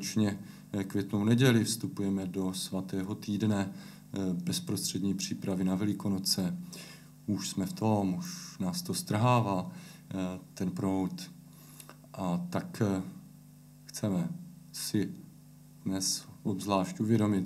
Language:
Czech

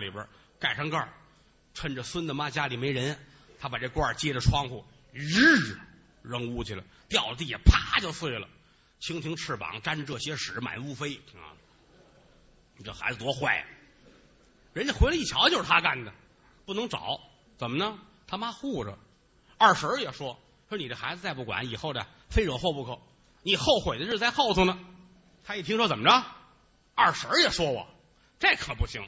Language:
Chinese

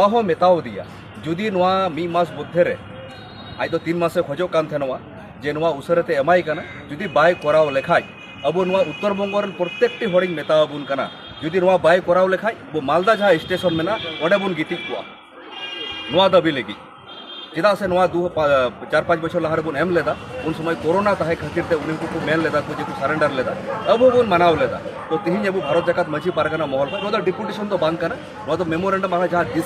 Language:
Santali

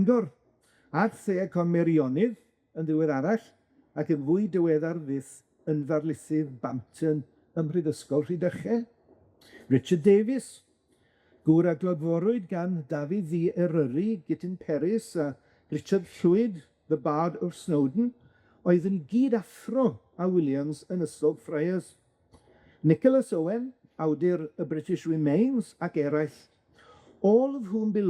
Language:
Welsh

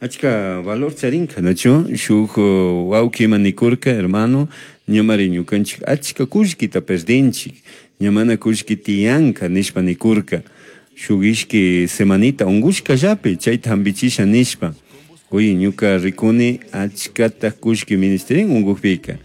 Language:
Chimborazo Highland Quichua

